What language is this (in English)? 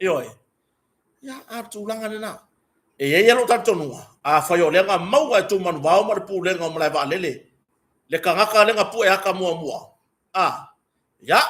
Samoan